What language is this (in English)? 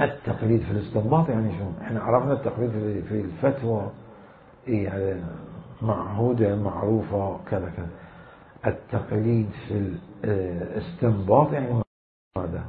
Mesopotamian Arabic